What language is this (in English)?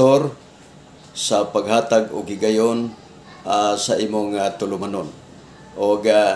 Cebuano